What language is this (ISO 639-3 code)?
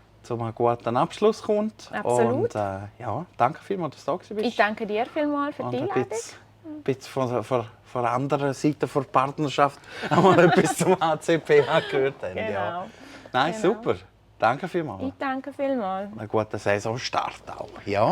gsw